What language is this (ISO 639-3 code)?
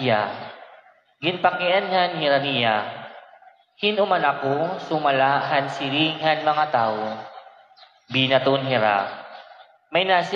war